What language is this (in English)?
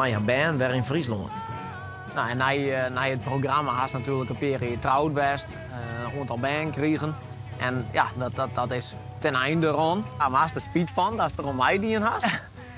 Western Frisian